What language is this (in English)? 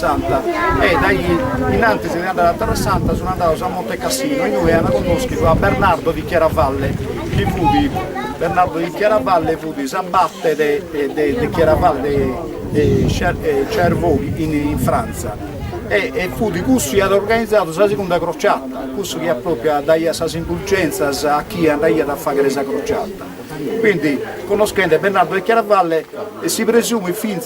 Sardinian